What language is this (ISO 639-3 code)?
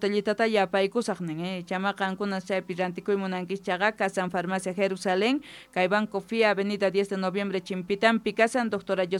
que